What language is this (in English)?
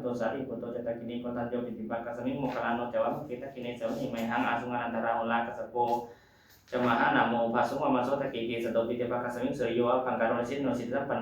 Pali